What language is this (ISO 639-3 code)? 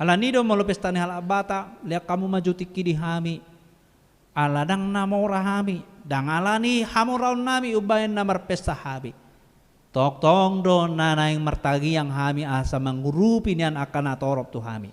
bbc